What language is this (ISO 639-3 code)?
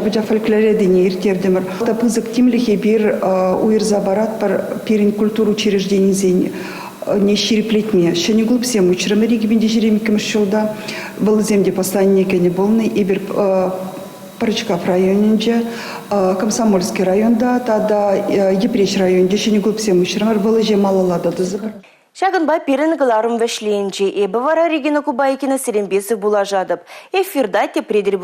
chv